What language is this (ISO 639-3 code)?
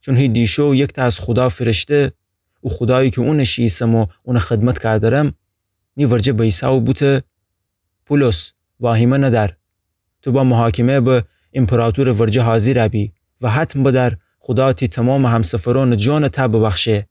glk